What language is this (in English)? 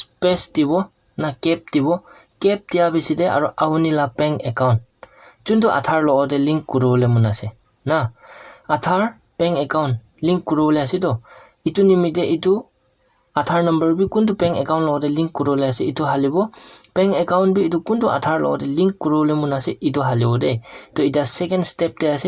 Naga Pidgin